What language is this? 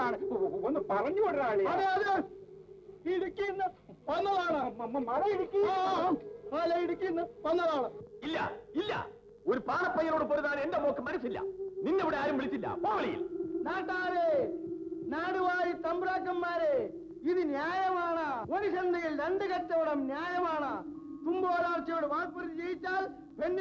Malayalam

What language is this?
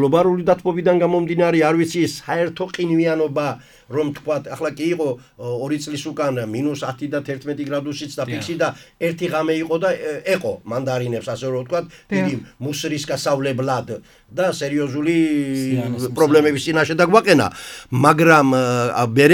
Georgian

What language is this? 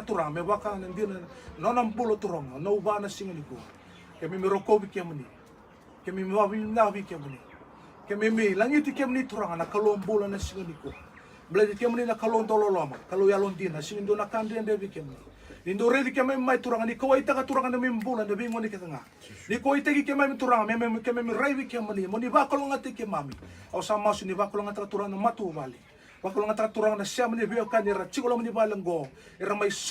Fijian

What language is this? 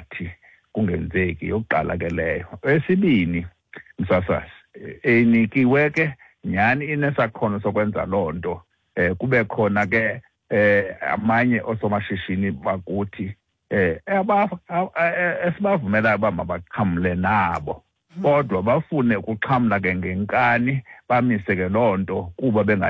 Xhosa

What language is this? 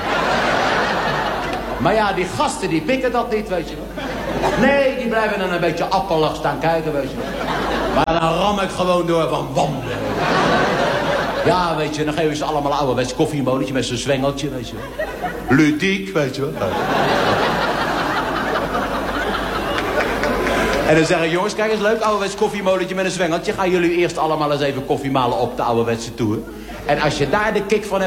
Dutch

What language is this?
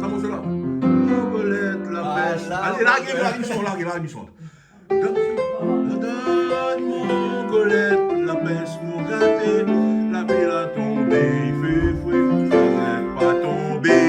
Réunion Creole French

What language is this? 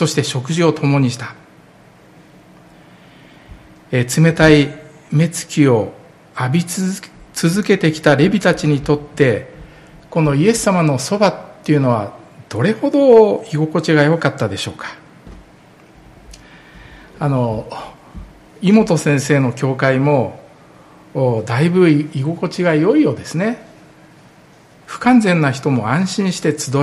Japanese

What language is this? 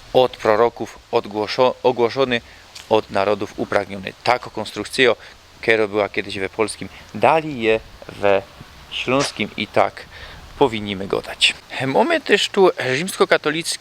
Silesian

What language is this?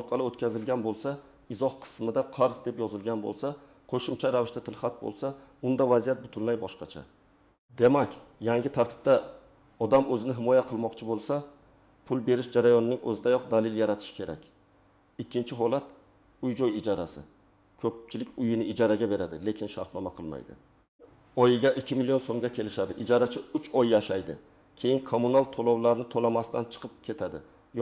Uzbek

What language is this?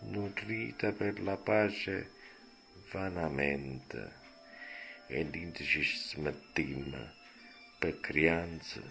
Neapolitan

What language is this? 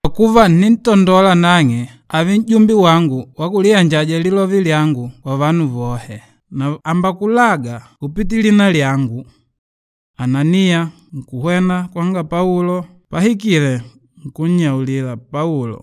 Makonde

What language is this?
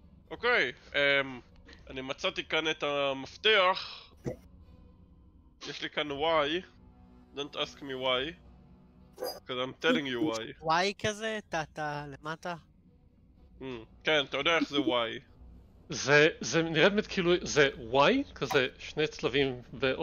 Hebrew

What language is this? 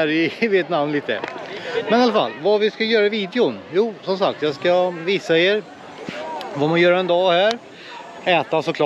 Swedish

